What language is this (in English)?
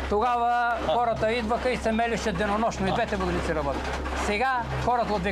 Bulgarian